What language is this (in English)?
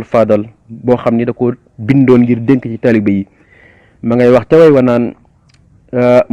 Wolof